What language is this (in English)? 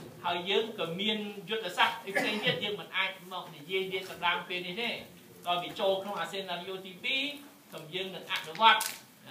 Khmer